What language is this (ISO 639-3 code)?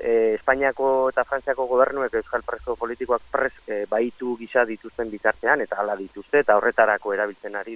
eus